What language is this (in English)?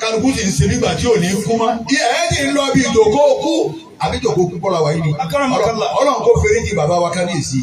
Yoruba